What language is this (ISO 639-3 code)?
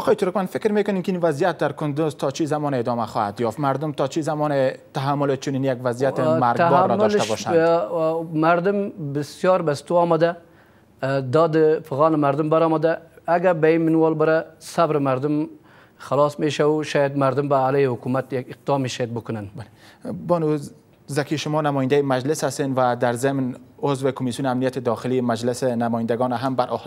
fas